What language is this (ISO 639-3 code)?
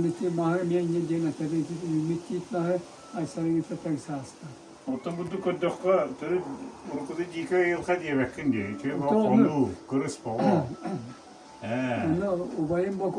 sah